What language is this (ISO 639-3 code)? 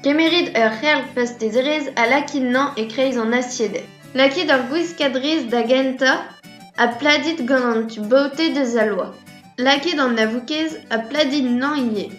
bre